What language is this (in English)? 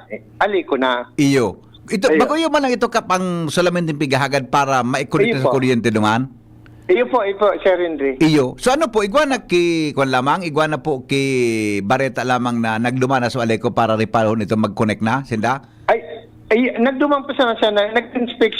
Bikol